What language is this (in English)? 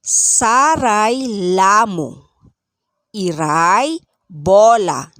Pangasinan